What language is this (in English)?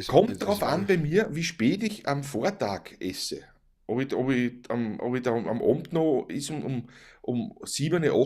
Bavarian